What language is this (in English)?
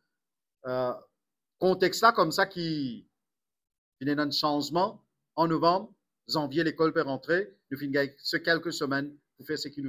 Morisyen